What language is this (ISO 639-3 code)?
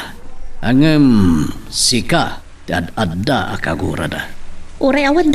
ilo